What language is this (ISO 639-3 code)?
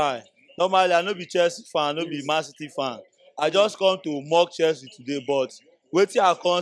pcm